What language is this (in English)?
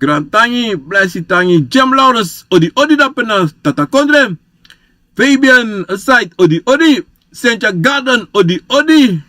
Sranan Tongo